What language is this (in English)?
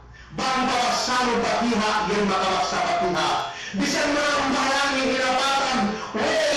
Yakan